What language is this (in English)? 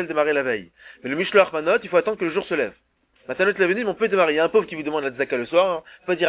French